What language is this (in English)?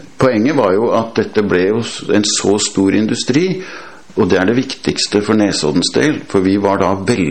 Norwegian